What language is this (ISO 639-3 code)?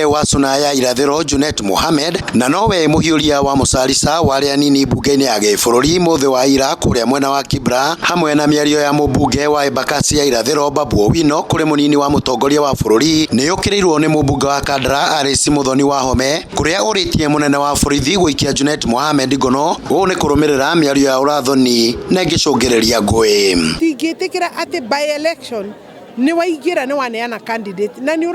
kik